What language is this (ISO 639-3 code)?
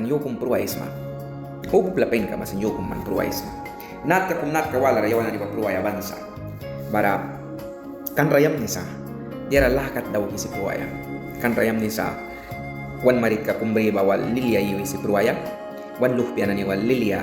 miq